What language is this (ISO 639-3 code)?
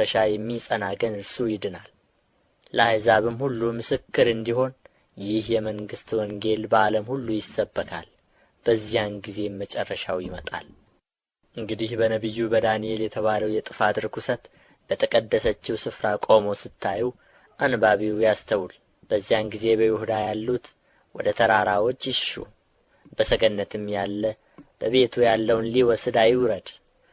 amh